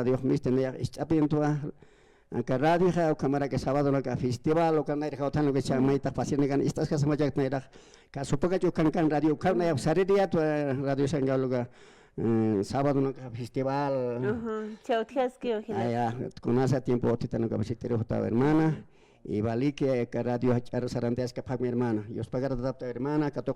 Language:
Aymara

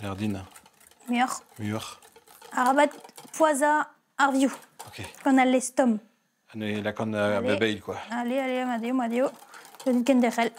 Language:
Breton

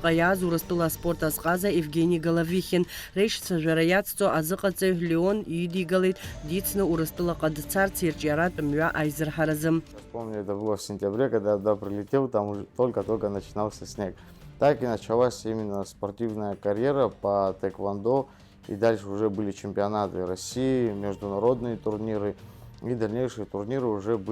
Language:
Abkhazian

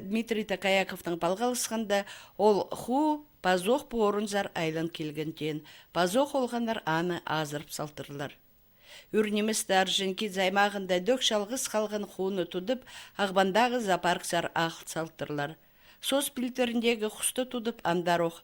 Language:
Khakas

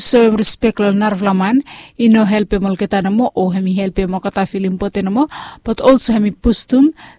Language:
Bislama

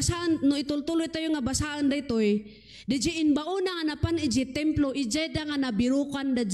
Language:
Iloko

